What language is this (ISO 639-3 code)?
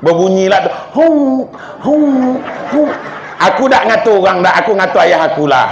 min